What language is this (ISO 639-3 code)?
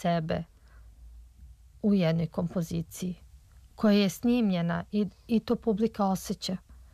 srp